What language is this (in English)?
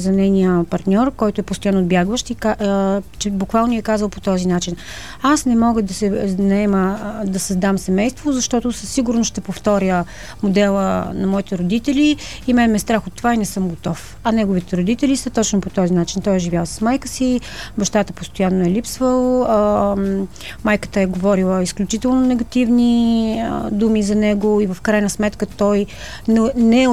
Bulgarian